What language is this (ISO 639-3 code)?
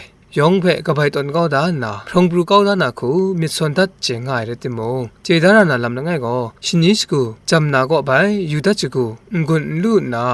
kac